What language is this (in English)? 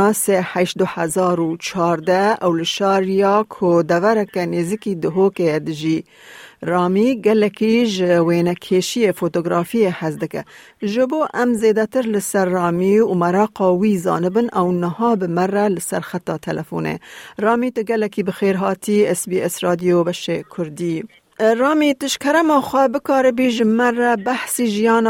Kurdish